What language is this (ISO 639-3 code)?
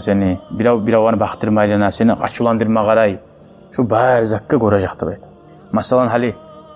kum